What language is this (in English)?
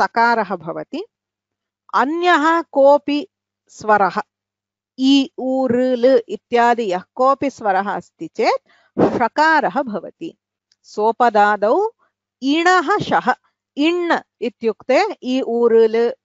Sanskrit